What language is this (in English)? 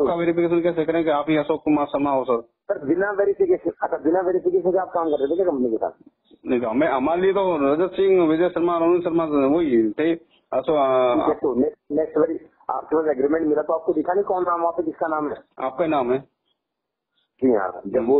Hindi